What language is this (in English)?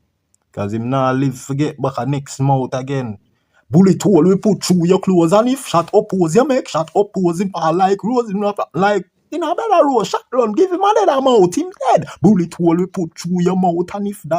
Jamaican Creole English